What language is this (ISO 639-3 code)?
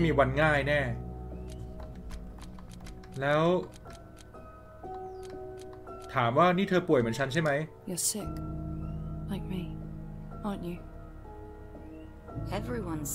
tha